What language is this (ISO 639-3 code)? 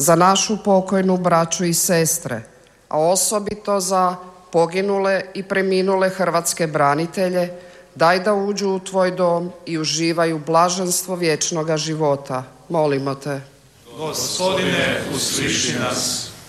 hrv